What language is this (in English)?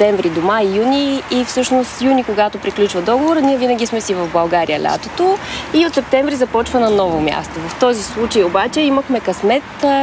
Bulgarian